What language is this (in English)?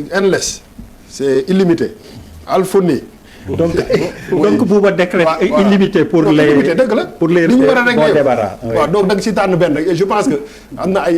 Wolof